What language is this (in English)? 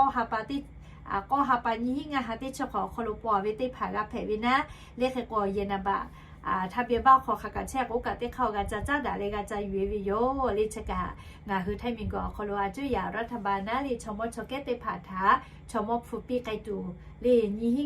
Lahu